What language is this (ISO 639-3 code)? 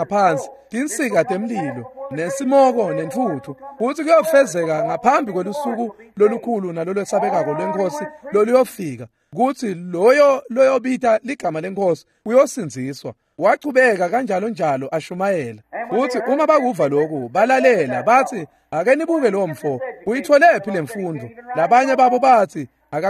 ssw